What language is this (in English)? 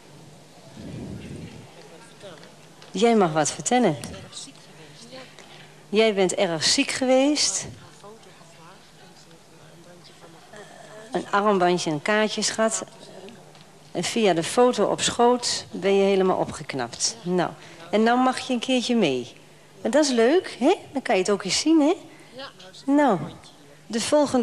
Dutch